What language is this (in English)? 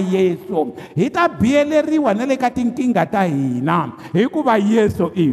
Tsonga